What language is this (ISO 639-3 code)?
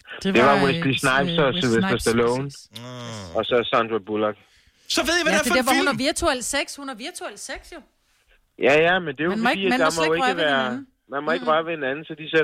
dan